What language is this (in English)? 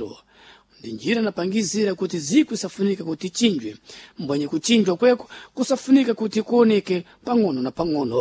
Sena